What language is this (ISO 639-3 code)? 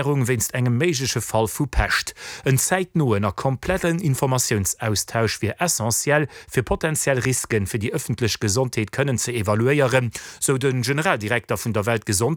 ltz